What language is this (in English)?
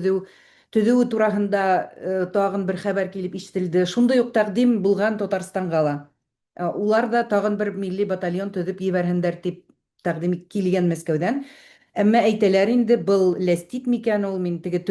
Bashkir